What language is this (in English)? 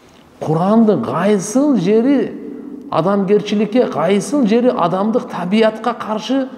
Kyrgyz